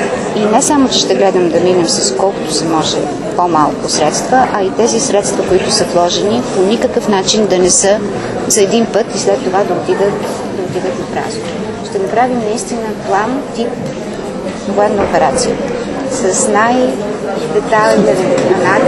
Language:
Bulgarian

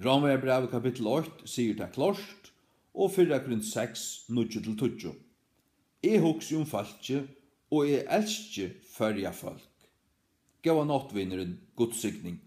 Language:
Faroese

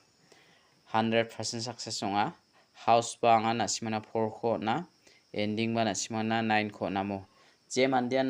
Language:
Garo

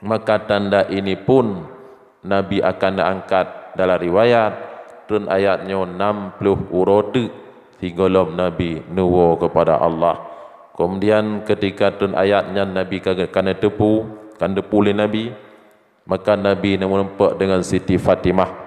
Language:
Achinese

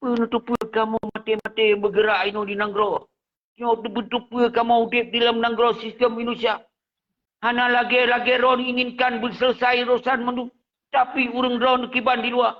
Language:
Achinese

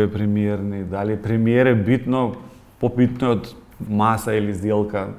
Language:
Macedonian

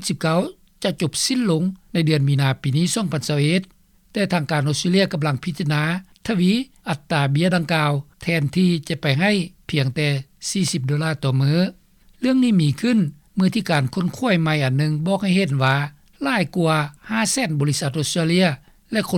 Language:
Lao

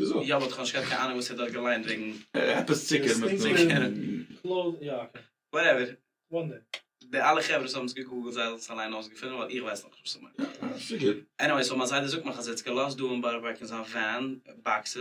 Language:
Yiddish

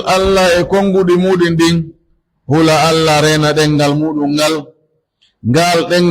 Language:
Pular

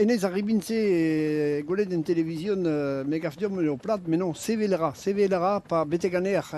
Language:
Breton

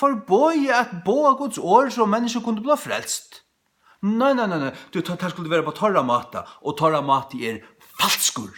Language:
Faroese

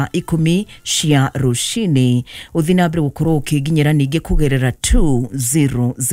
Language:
Kikuyu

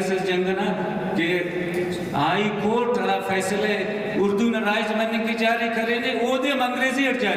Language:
Brahui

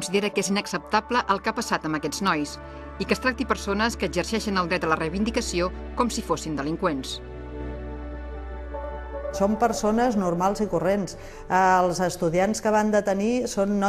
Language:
Catalan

